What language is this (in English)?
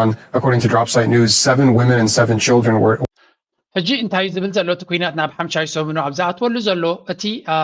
Tigrinya